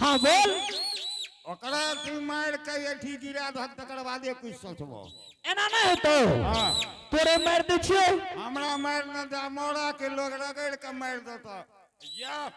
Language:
Angika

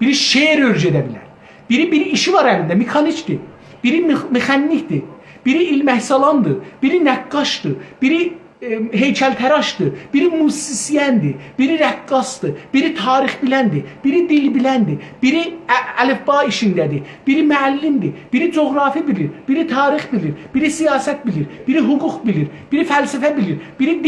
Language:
South Azerbaijani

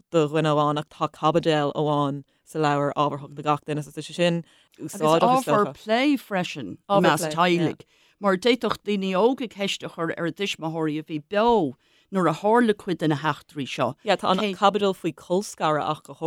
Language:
Irish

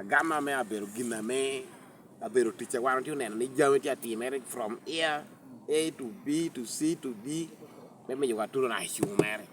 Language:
Lango (Uganda)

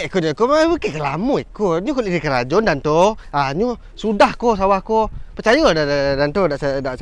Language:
Minangkabau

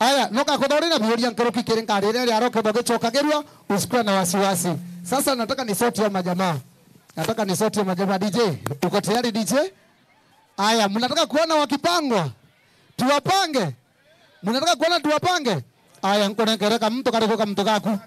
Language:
Meru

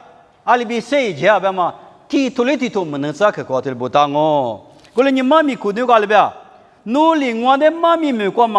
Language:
Lisu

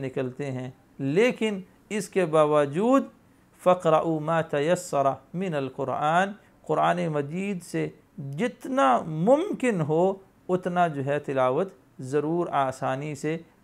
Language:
Urdu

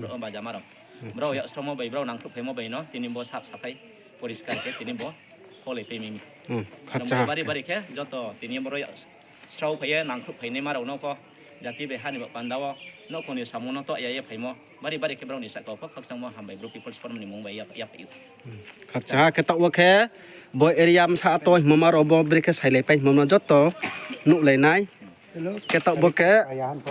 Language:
Riang (India)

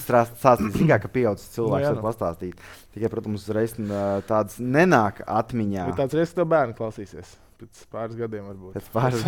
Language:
Latvian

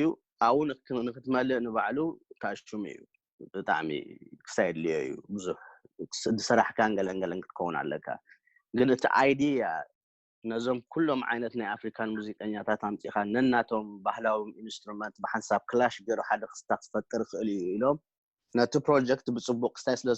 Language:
Tigrinya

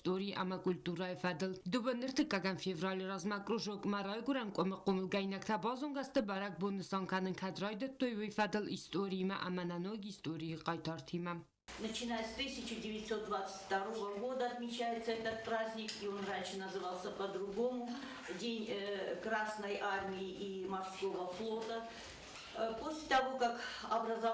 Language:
Ossetic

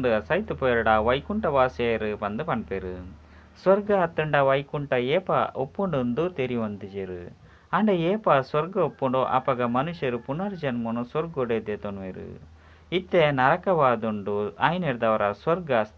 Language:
Tulu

